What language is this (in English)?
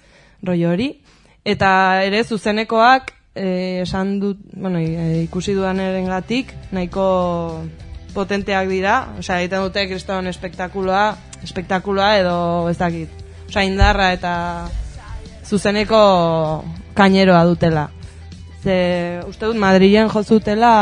Basque